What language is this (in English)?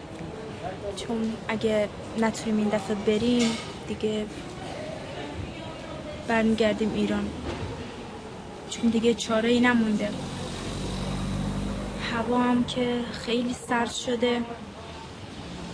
Persian